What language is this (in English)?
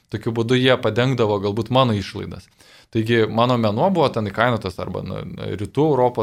Lithuanian